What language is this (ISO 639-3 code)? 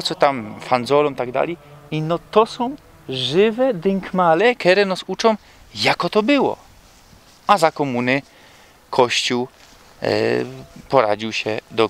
szl